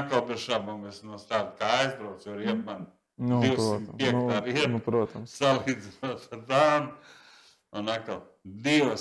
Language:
Latvian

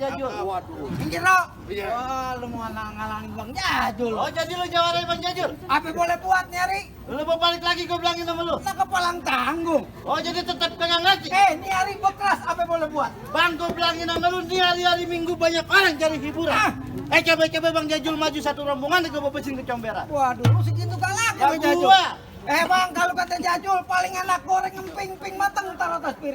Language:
Betawi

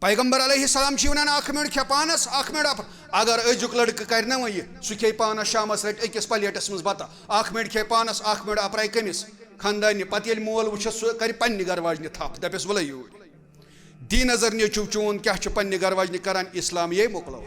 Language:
Kashmiri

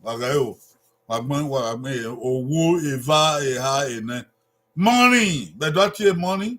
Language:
Bini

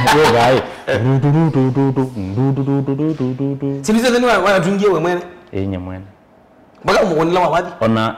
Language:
Kamba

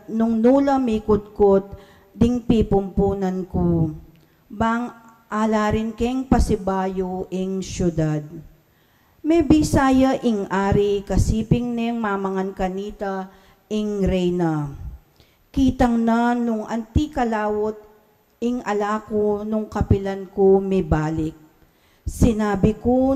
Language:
Pampanga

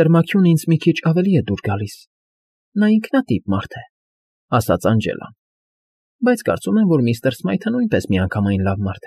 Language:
Armenian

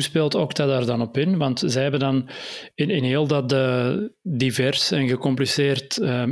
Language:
Dutch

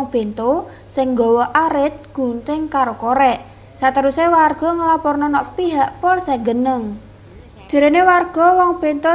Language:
Javanese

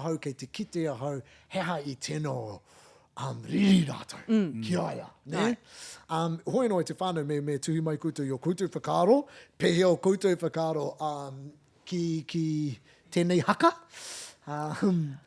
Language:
Māori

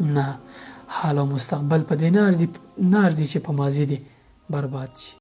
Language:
Pashto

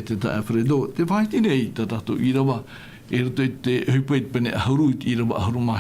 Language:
Tahitian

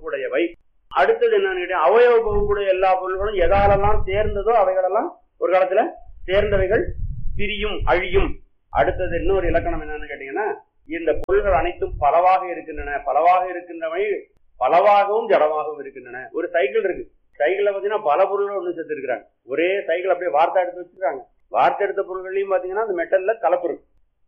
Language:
Tamil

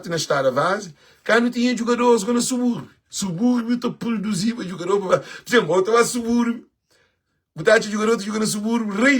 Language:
Kabuverdianu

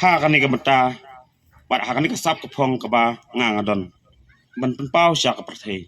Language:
Khasi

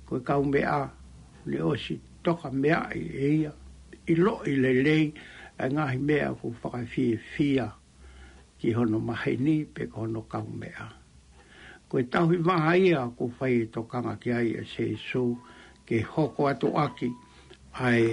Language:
Tongan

